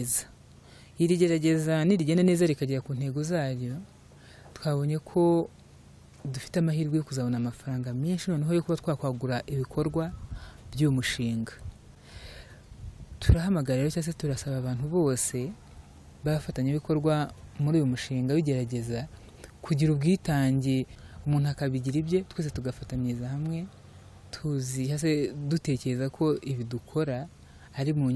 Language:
Kinyarwanda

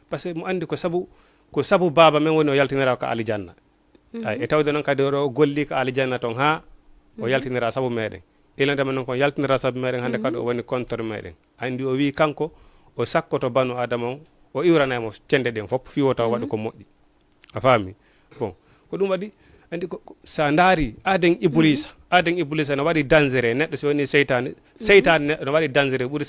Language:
Fula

